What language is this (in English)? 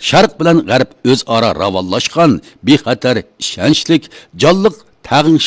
Uyghur